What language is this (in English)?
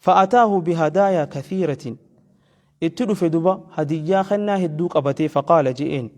Oromo